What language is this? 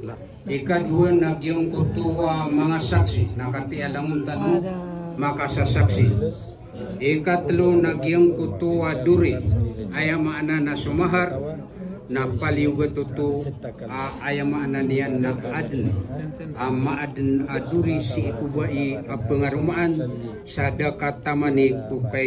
Maranao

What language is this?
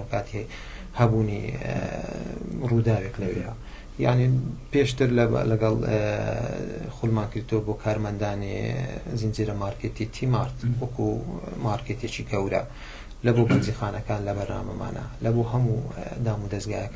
Central Kurdish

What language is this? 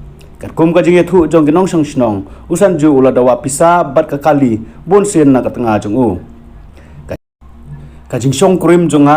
Khasi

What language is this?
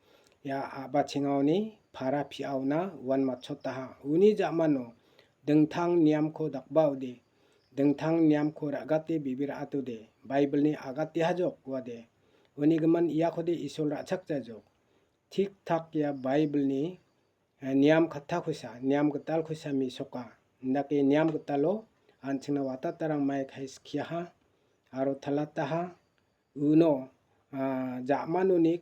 Garo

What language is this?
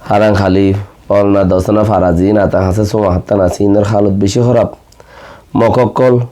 Rohingya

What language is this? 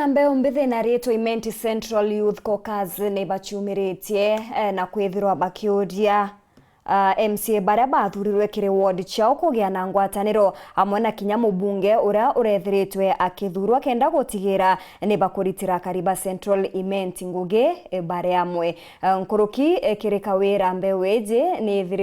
Meru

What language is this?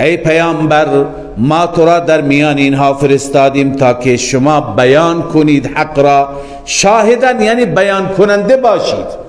Persian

